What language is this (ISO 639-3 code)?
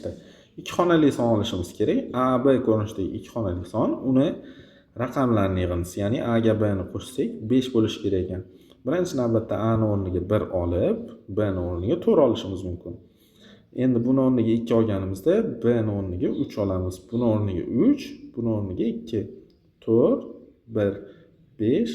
uzb